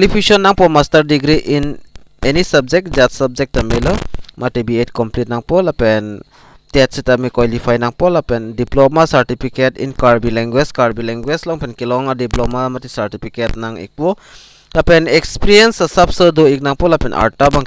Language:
Karbi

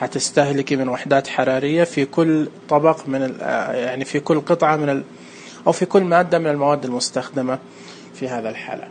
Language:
Najdi Arabic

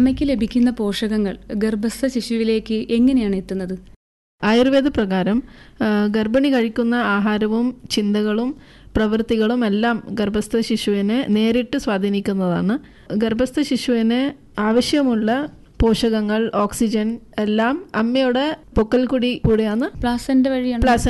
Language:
Malayalam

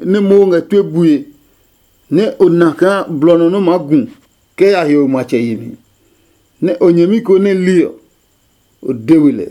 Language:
Adangme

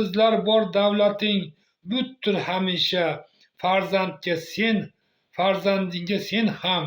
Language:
Uzbek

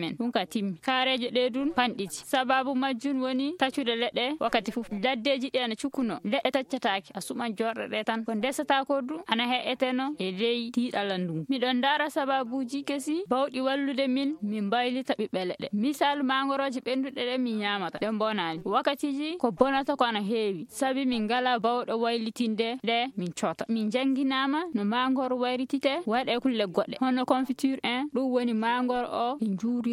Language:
Fula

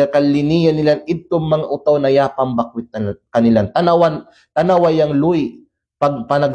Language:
Kalagan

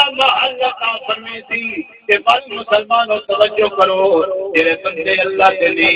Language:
Saraiki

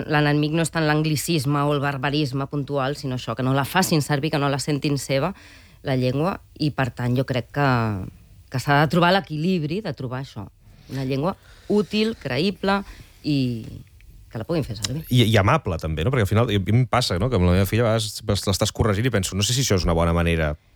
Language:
Catalan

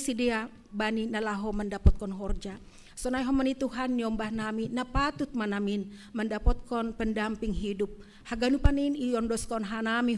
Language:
Batak Simalungun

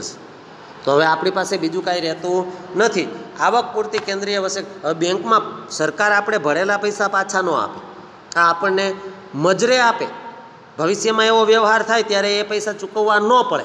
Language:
Gujarati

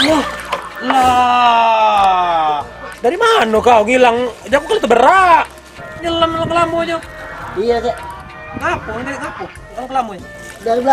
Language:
Musi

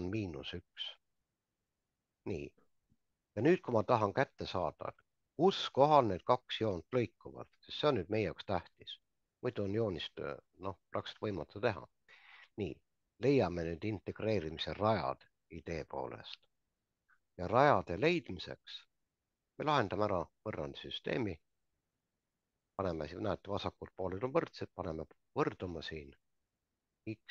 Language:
Estonian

